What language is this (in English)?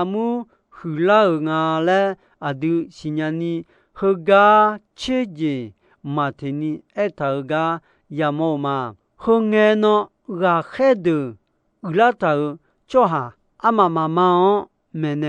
Akha